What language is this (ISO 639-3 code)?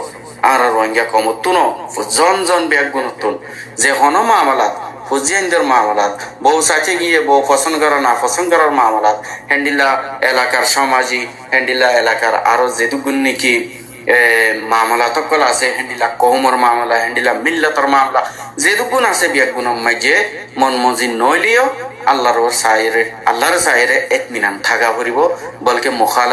rhg